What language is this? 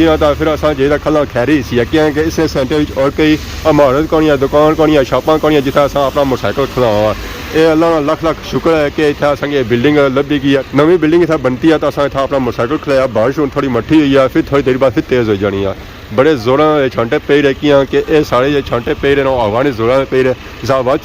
Pahari-Potwari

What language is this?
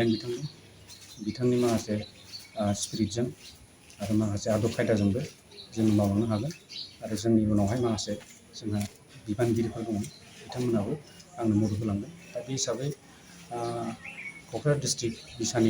Bodo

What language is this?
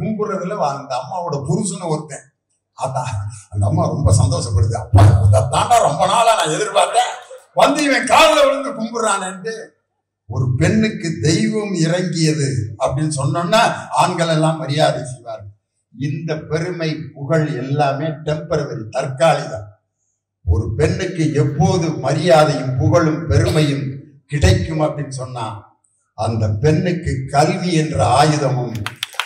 Tamil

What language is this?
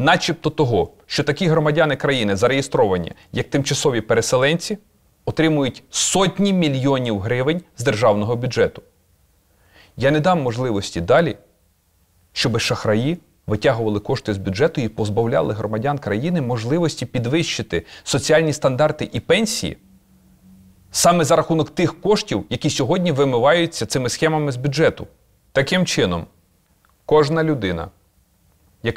Ukrainian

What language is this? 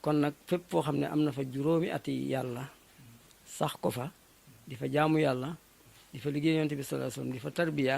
Wolof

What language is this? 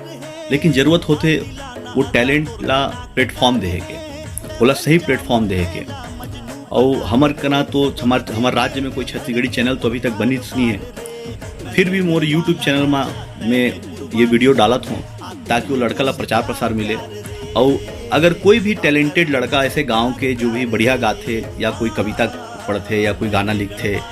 Chhattisgarhi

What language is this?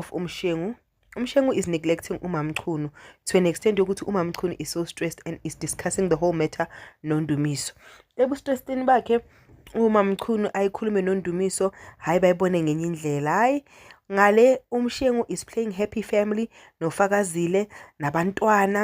Zulu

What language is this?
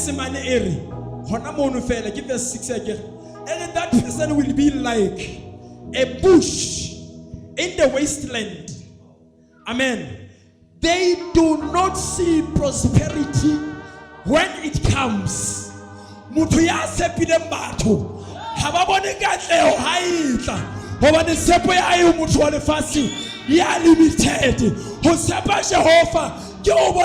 Southern Sotho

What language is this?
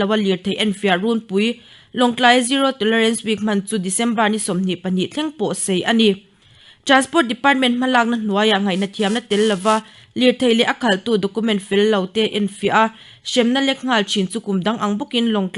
Mizo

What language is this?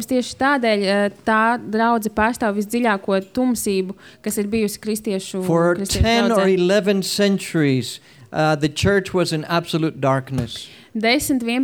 Latvian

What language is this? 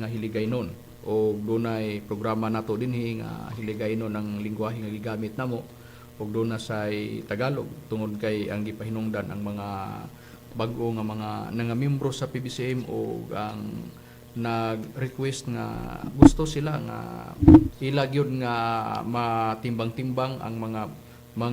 Cebuano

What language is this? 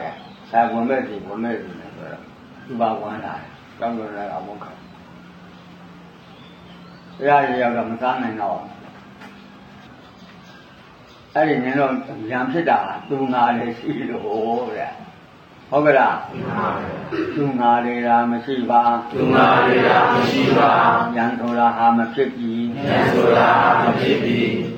Burmese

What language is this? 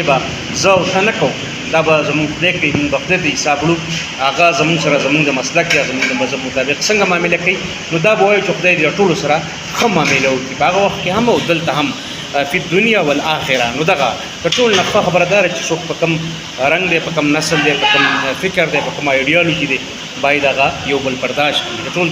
Pashto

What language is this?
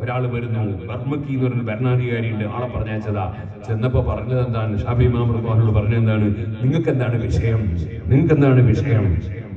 Malayalam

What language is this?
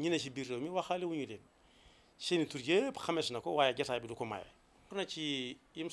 Wolof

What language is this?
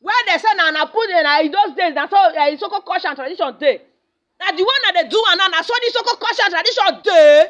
Nigerian Pidgin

